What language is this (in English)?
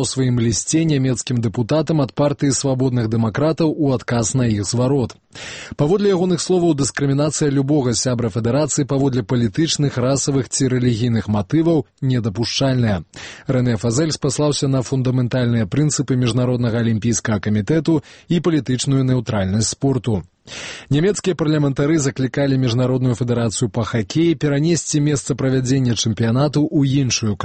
Belarusian